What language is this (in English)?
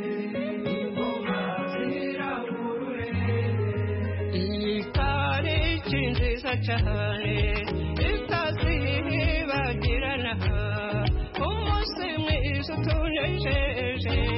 Kinyarwanda